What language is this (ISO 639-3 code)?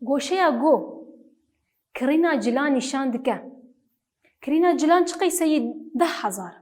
kur